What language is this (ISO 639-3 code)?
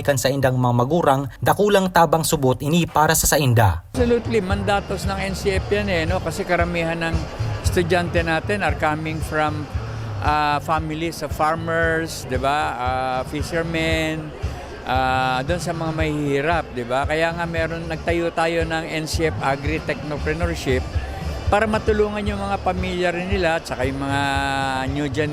bik